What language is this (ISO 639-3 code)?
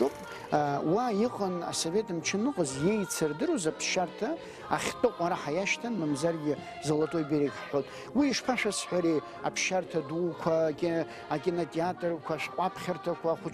abk